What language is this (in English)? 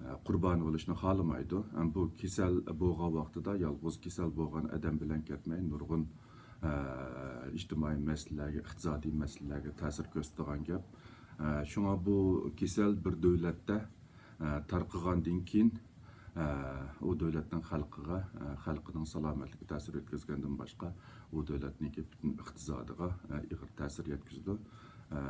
Uyghur